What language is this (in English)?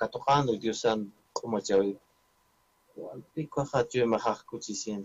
Aymara